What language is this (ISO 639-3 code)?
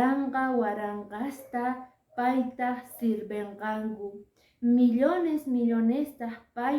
que